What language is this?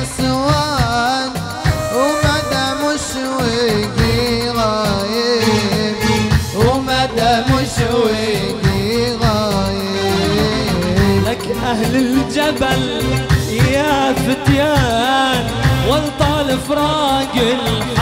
Arabic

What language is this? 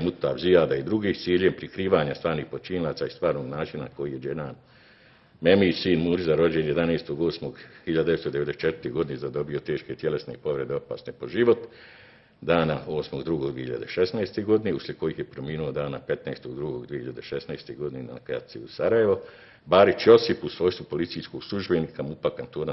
Bosnian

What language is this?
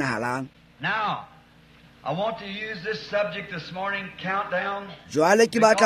Tswana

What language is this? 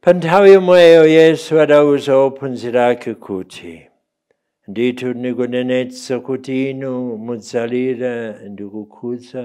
Nyanja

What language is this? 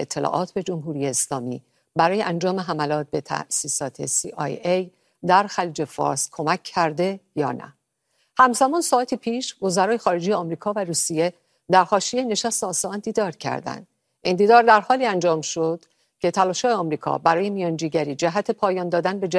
Persian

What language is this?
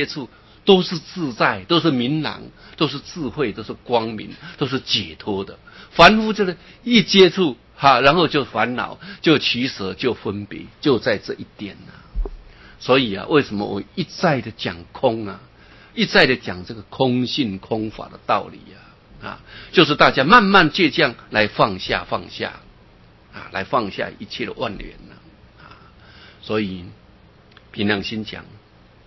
Chinese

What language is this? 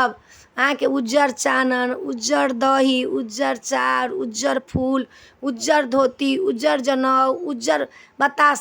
Maithili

